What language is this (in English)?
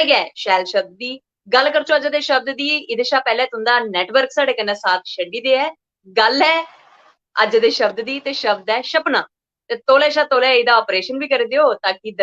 Dogri